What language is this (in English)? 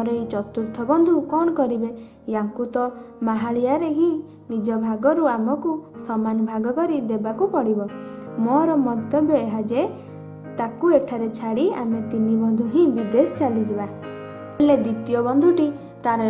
Odia